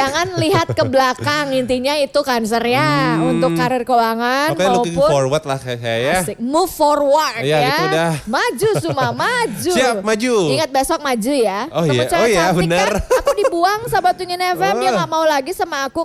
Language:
Indonesian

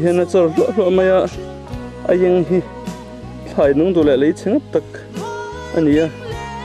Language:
Mizo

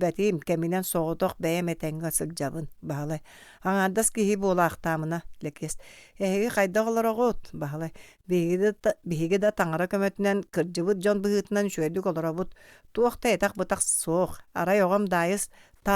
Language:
Yakut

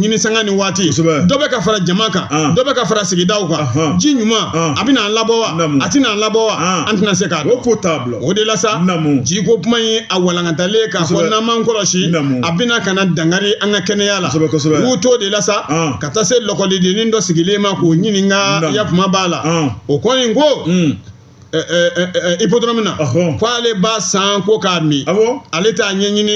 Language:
Bambara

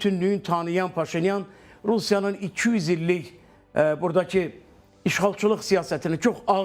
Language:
Azerbaijani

